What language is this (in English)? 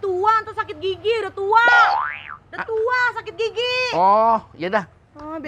Betawi